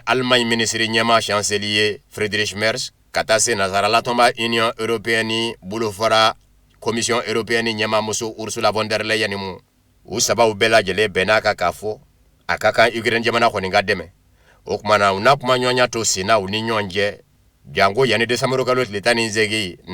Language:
Bambara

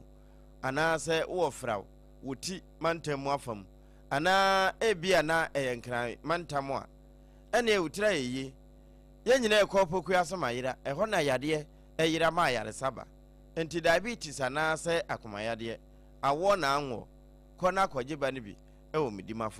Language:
Akan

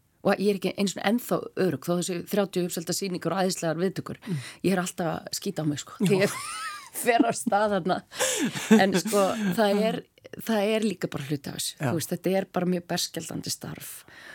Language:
Icelandic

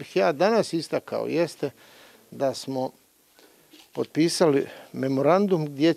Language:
Bosnian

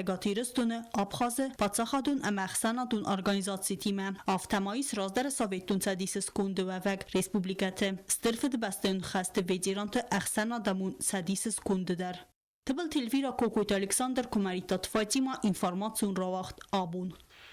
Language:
Ossetic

